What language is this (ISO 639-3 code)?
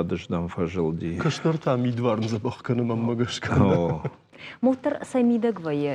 oss